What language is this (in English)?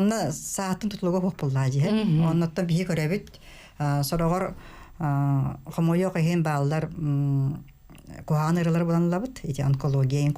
Yakut